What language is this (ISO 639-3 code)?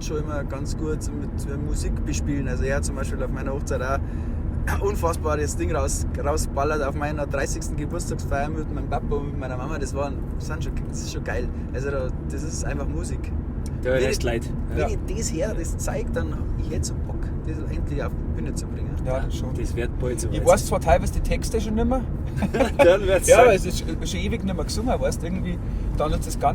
bar